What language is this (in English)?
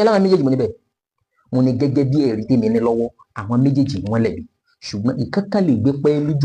Yoruba